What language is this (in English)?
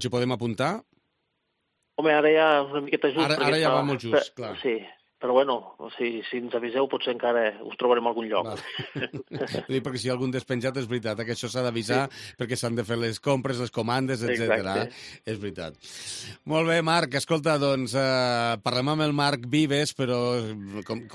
Catalan